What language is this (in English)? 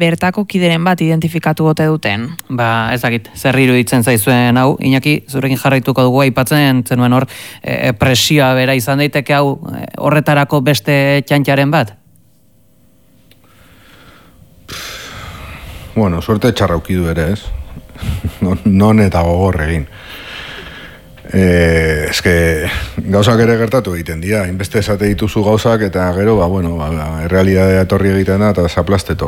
Basque